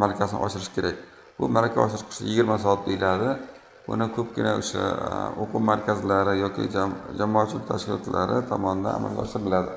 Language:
Uzbek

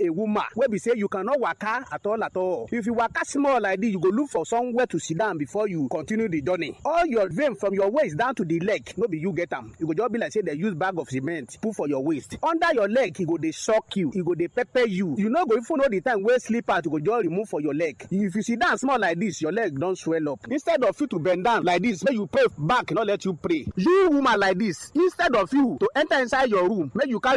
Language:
Nigerian Pidgin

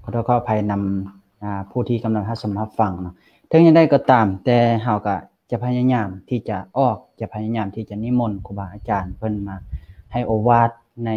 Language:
Lao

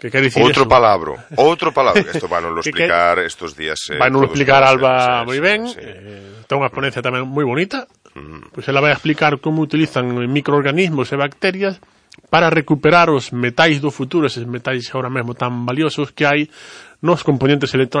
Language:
Galician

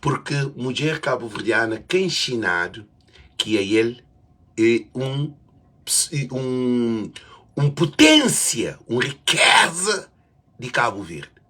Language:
Kabuverdianu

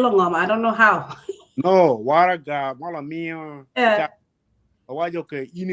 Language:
Acoli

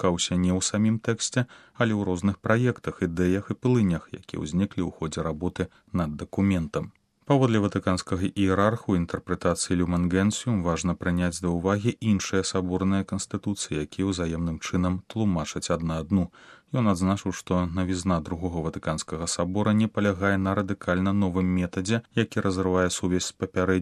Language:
Belarusian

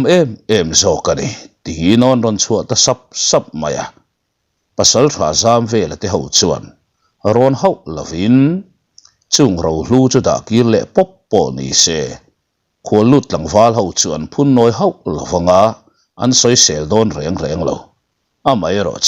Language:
Mizo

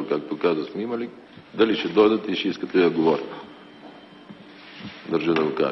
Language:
Bulgarian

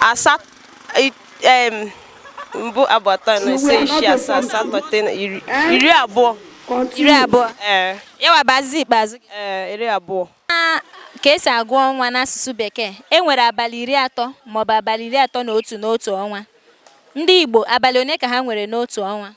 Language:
Igbo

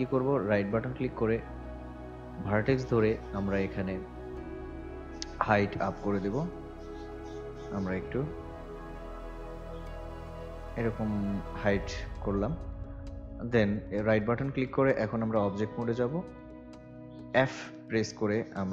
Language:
Bangla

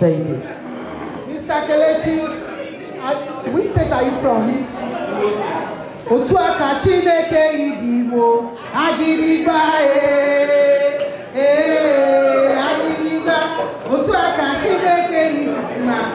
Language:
English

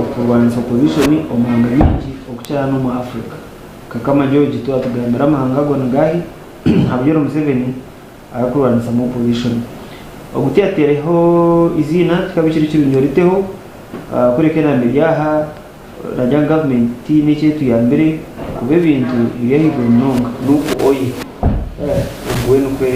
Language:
Nyankole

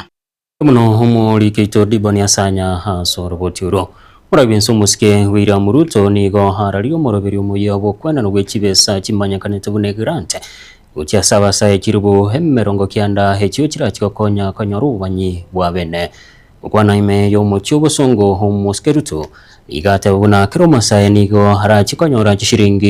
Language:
Gusii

